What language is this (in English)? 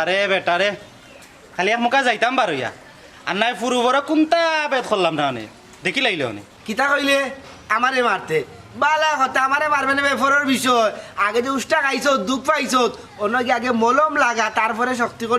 Sylheti